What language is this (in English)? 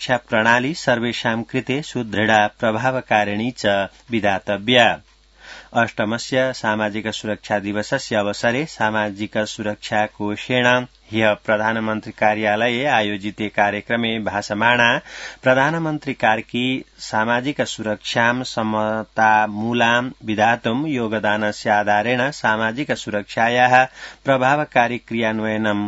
Sanskrit